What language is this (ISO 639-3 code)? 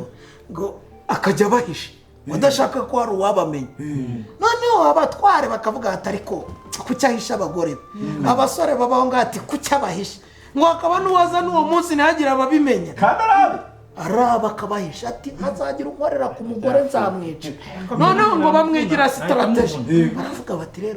kin